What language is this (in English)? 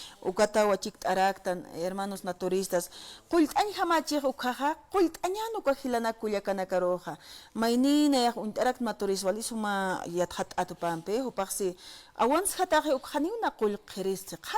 Aymara